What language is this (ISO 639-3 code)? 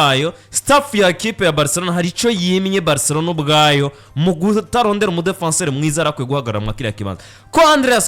run